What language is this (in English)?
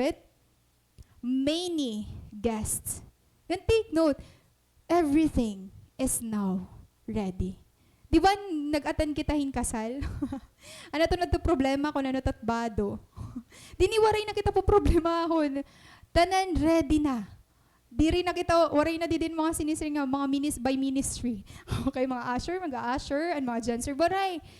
Waray